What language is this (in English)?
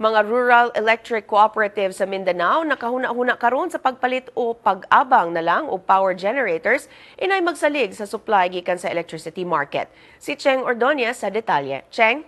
Cebuano